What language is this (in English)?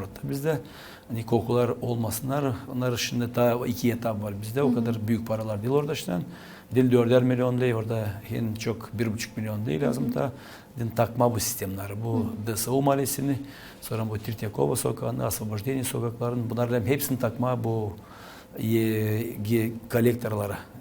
Gagauz